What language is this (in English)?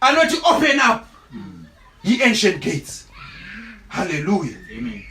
Shona